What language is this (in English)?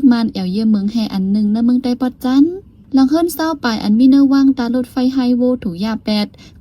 Shan